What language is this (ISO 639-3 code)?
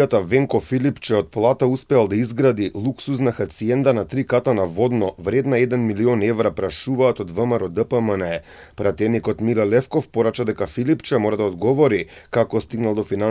mkd